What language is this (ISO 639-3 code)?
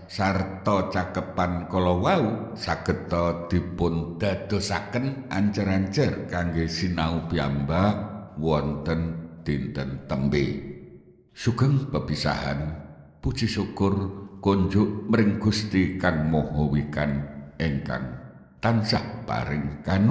jav